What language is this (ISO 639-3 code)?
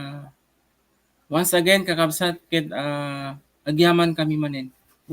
ilo